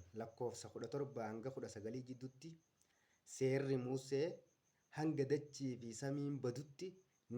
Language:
Oromo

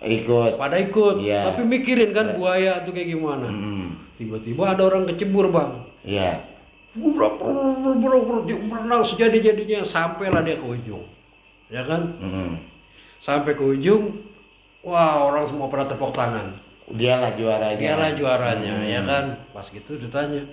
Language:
Betawi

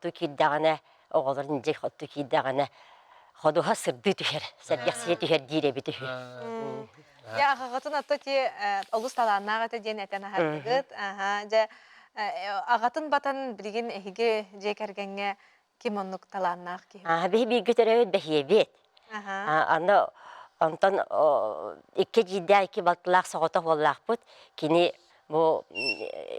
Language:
Yakut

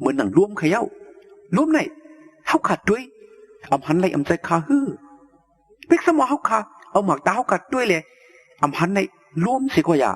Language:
Shan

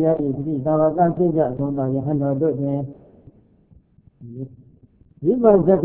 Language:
Burmese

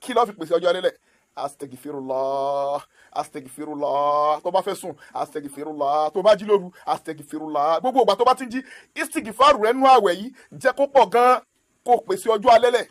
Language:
Yoruba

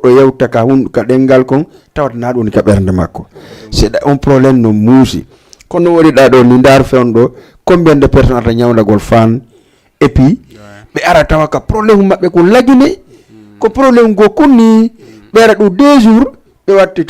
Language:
Fula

